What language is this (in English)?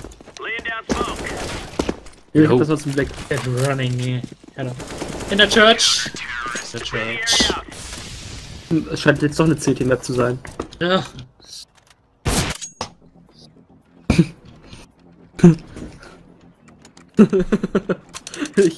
German